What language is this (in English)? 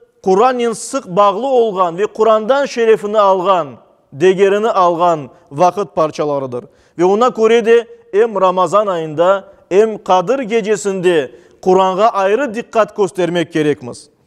Crimean Tatar